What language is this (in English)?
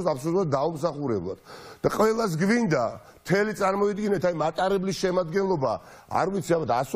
Georgian